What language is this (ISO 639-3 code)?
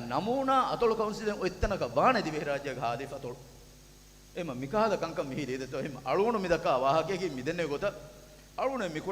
div